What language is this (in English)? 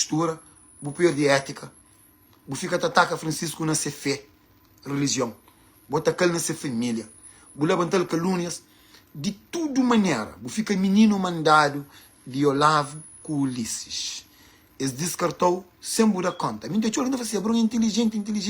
Kabuverdianu